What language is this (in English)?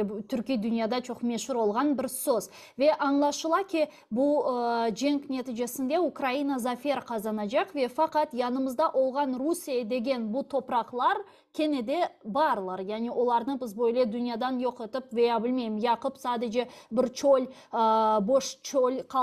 Crimean Tatar